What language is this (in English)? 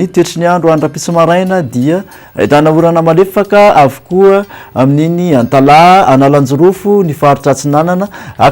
Malagasy